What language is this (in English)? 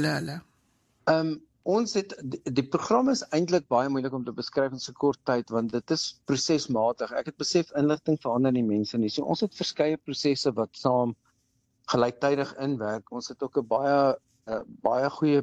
Afrikaans